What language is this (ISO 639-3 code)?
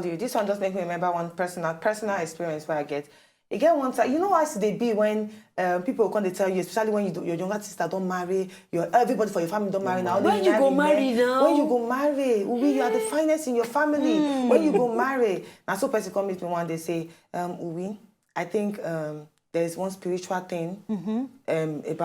pcm